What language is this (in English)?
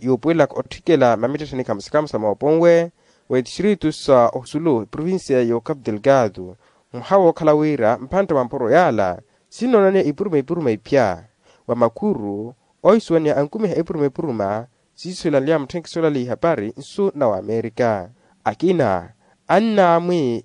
Makhuwa